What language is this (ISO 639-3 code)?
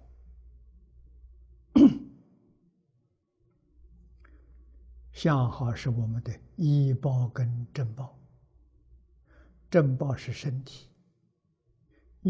zho